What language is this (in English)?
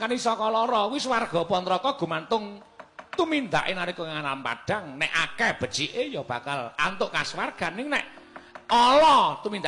Javanese